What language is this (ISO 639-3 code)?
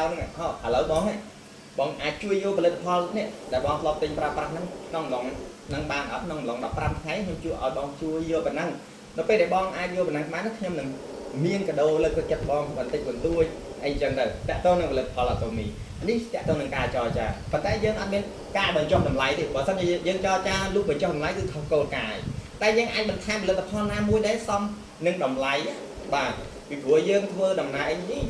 khm